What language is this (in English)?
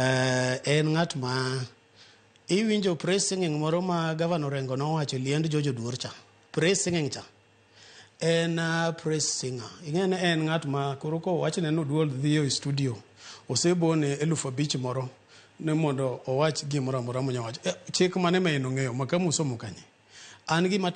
Luo (Kenya and Tanzania)